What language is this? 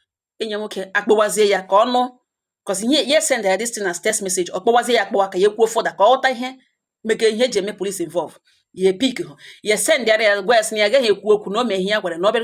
Igbo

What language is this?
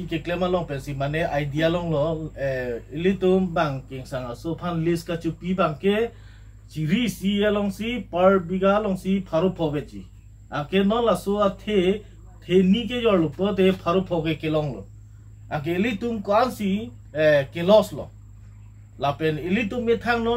Karbi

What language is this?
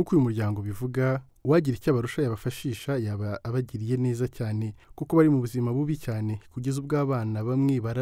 Kinyarwanda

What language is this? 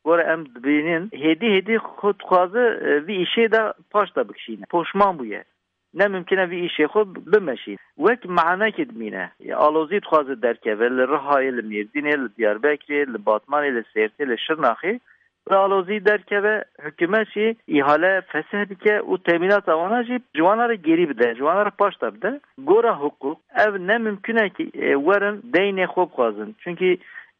Kurdish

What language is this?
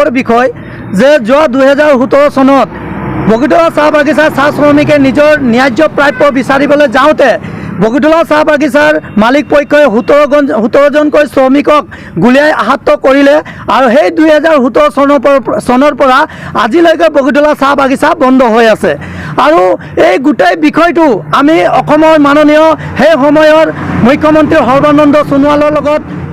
Assamese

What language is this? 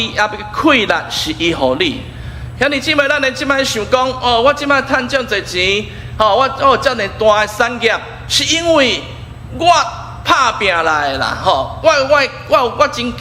Min Nan Chinese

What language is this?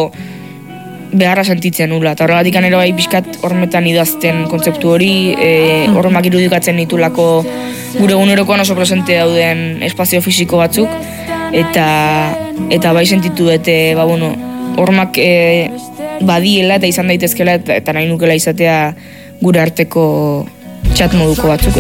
Basque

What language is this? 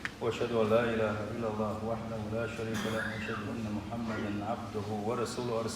Chechen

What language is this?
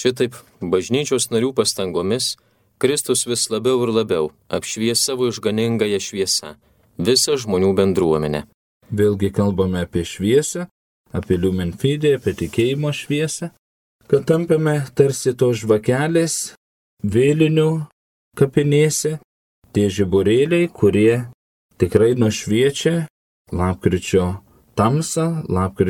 Lithuanian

